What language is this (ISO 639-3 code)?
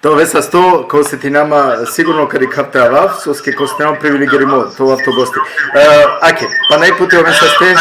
rmn